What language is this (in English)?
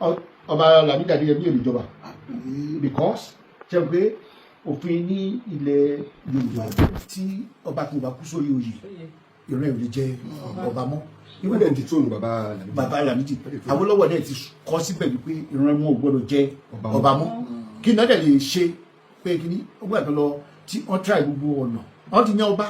Yoruba